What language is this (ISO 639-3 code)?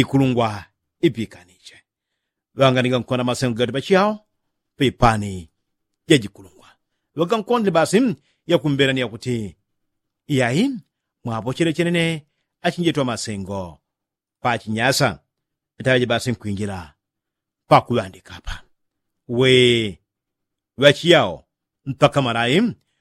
yao